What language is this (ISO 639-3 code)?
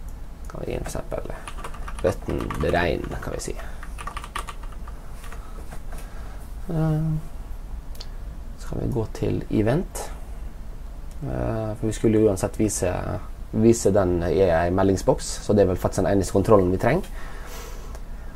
nor